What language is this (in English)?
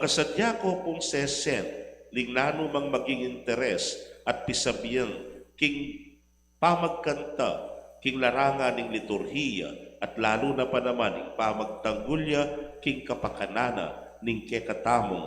Pampanga